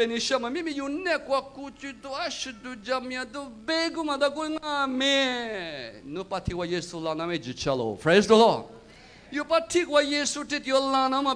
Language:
Lisu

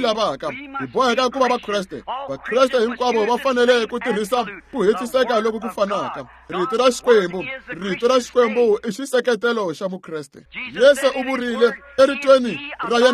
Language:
Tsonga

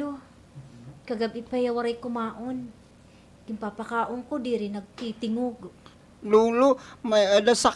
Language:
Waray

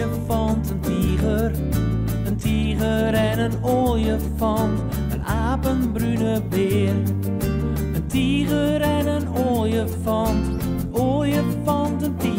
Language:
Western Frisian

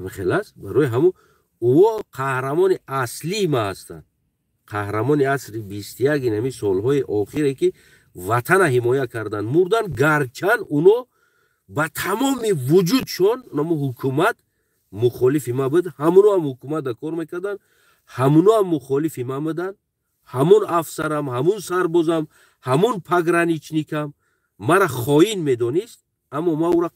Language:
Tajik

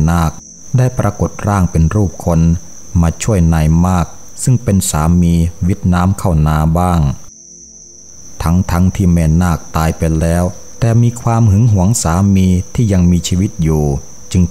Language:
Thai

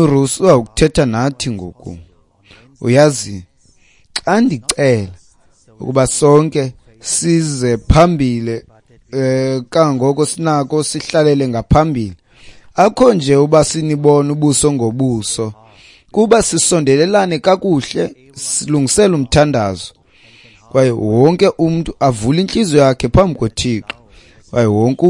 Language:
Xhosa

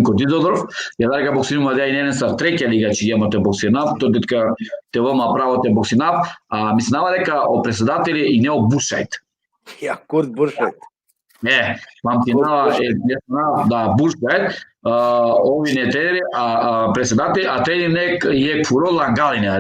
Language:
Balkan Romani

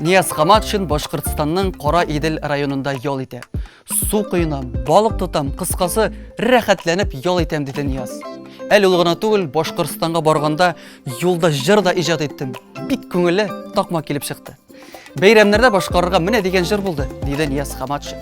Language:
Tatar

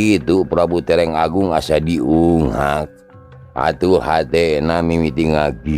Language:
Sundanese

